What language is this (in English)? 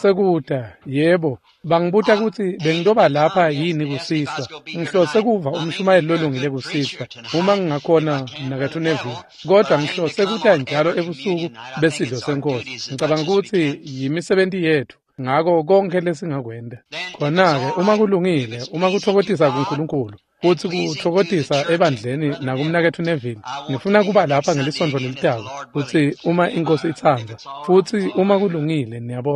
Swati